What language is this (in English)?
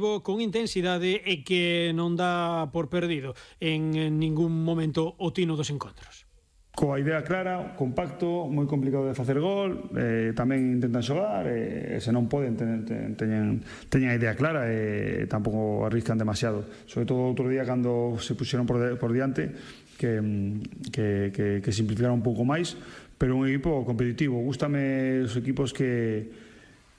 Galician